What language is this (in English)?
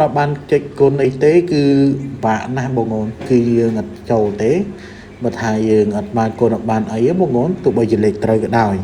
Khmer